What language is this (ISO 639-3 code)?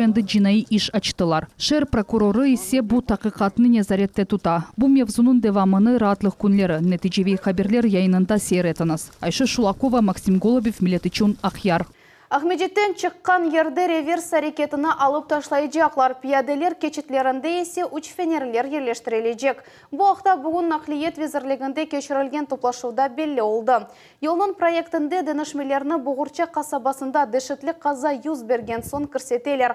crh